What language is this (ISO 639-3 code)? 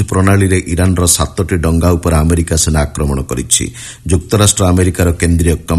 ori